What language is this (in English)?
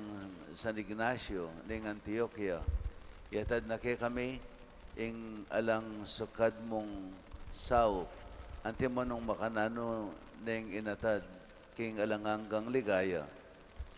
Pampanga